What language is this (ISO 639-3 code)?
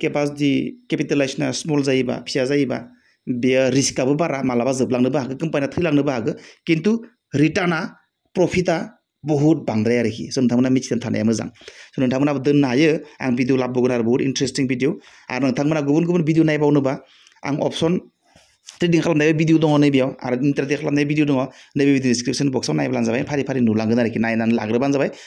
brx